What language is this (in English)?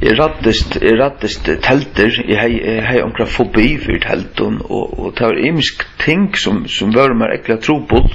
Faroese